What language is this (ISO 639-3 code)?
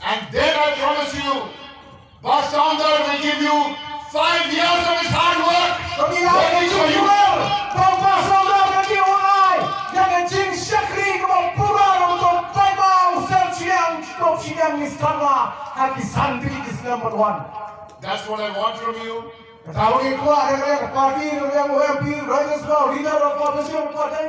kha